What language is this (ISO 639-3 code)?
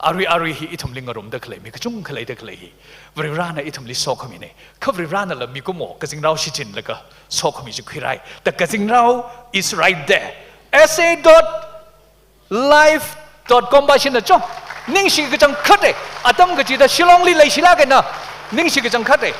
nmf